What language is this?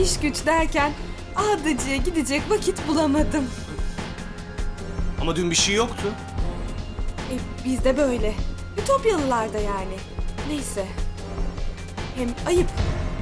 Turkish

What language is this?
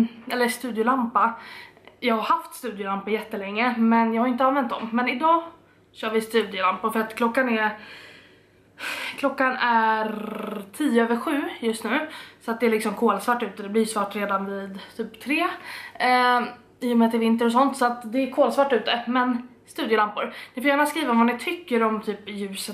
Swedish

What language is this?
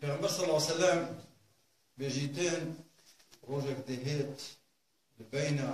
Kurdish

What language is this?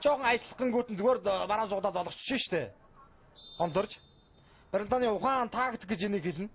Mongolian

